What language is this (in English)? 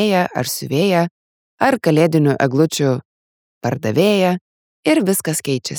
Lithuanian